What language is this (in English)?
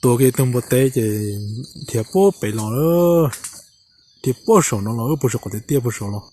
Hmong